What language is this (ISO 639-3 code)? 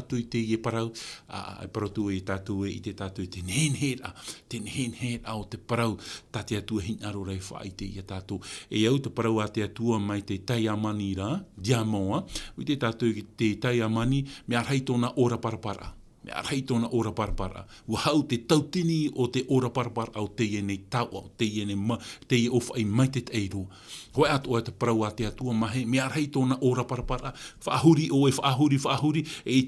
tah